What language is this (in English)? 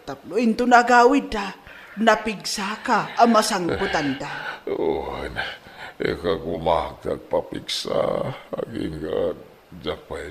Iloko